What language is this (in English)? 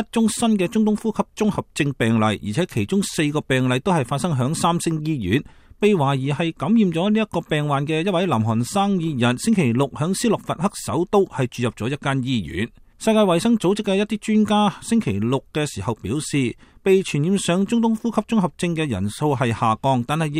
Cantonese